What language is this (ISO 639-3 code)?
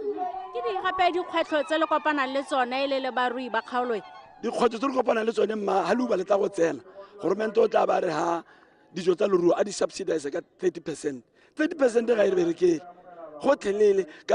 tsn